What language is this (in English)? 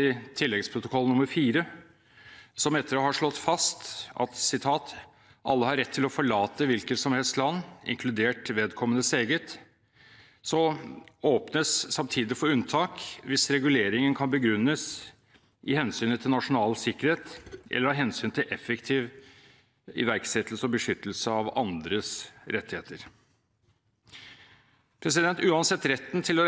Norwegian